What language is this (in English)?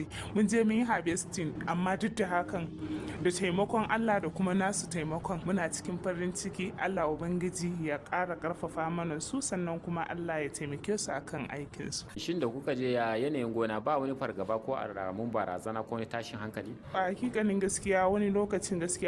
Hausa